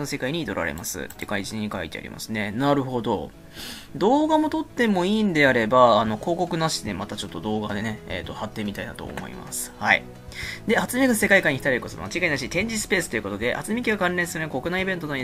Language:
Japanese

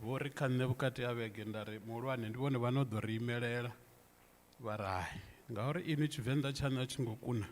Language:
Venda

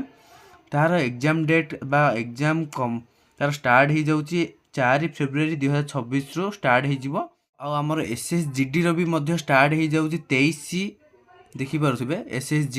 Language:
Odia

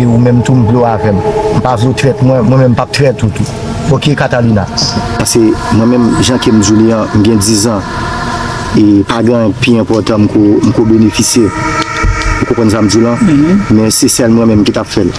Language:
Haitian Creole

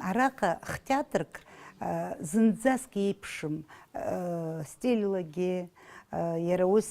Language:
Abkhazian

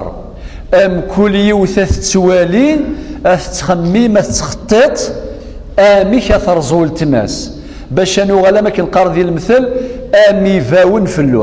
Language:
Kabyle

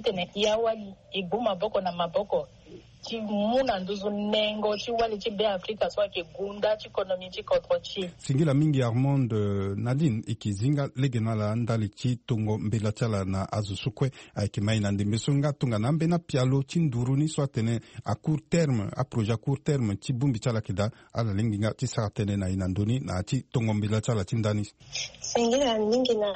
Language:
Sango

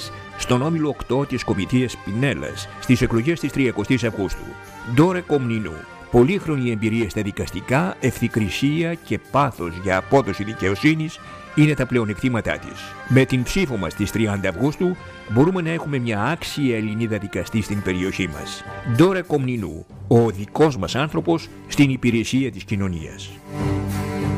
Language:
Greek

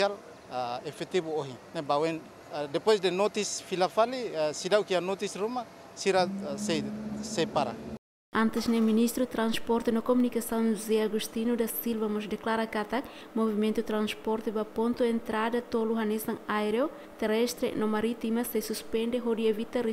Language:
Tetum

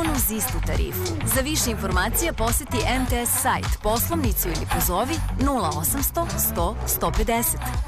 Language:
Serbian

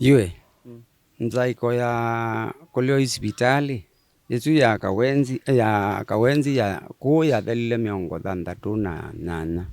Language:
Kamba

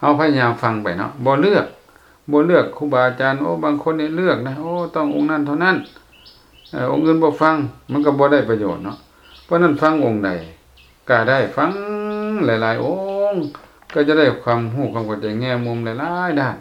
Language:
Lao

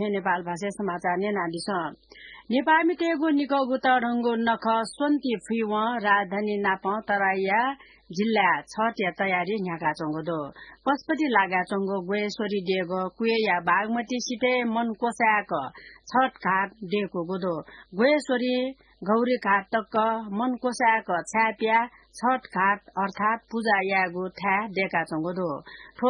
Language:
Newari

